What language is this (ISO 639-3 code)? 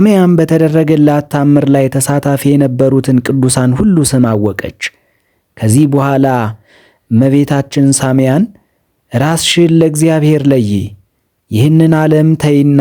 amh